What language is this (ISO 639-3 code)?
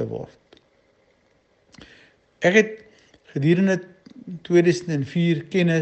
afr